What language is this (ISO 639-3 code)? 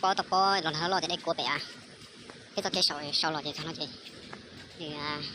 hmn